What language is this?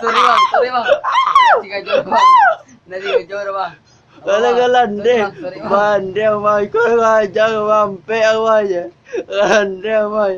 Minangkabau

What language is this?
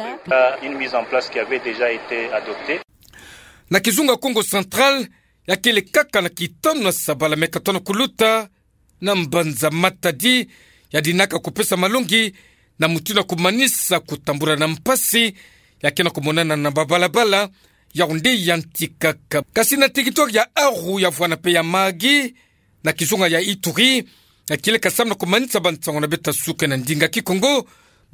Kituba (Democratic Republic of Congo)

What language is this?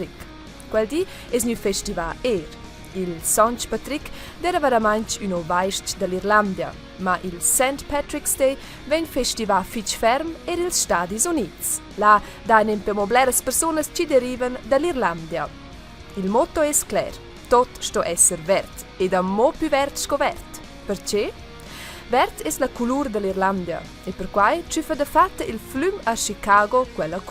Romansh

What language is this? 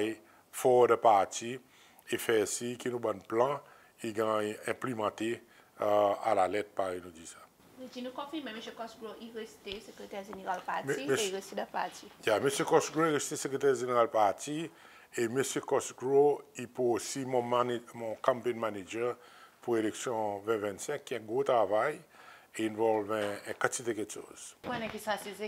Seselwa Creole French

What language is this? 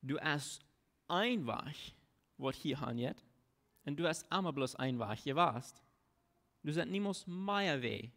Plautdietsch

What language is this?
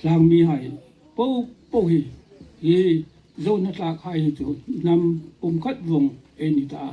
Hmar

